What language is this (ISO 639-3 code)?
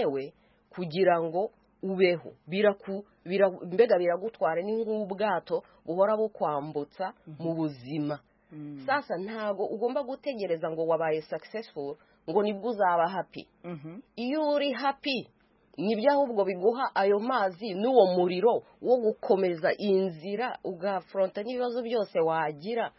kin